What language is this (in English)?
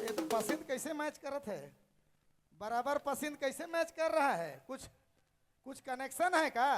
Sadri